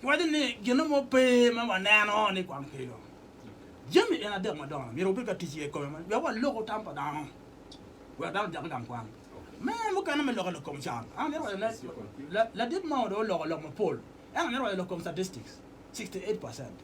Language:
Acoli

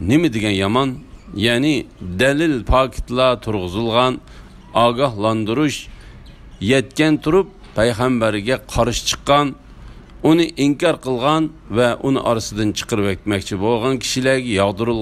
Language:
Uyghur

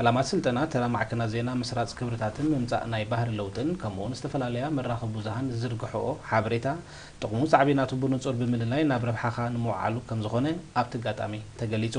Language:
Tigrinya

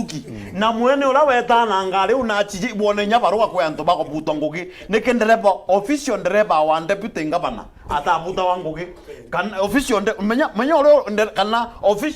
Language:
Meru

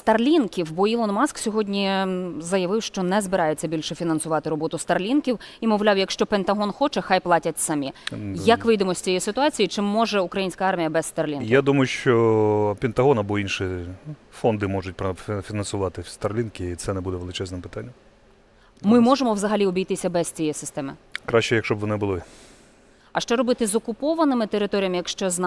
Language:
Ukrainian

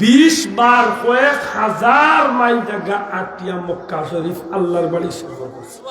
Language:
Sylheti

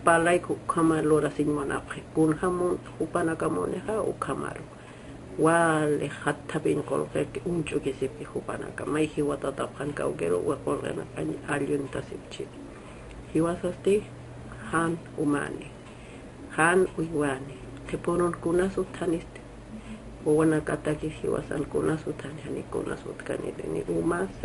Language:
Aymara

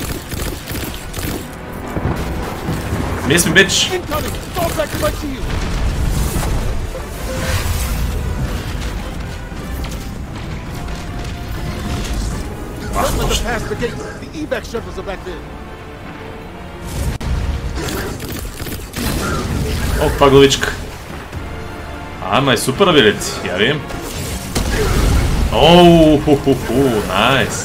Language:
Bulgarian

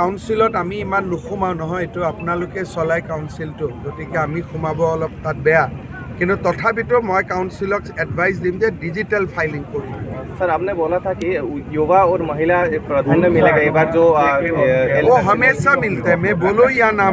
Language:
Karbi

